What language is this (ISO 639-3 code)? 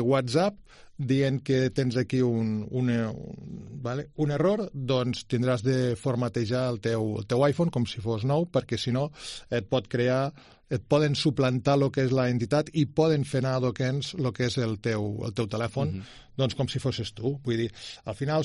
cat